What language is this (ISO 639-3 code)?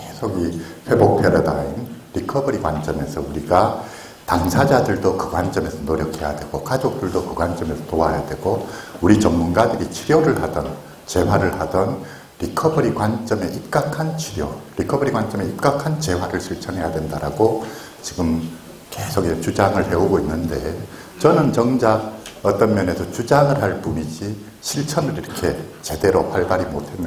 kor